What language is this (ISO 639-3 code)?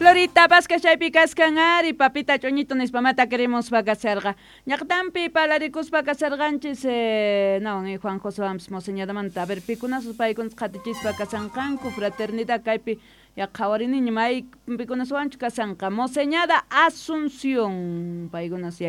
quh